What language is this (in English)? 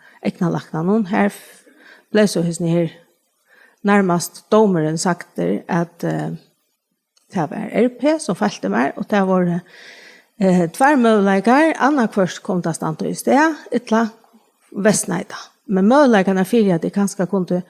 Faroese